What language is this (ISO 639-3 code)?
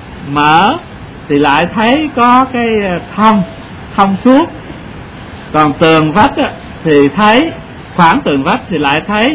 vie